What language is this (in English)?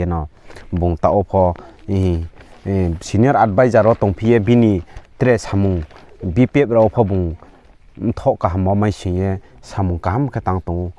Riang (India)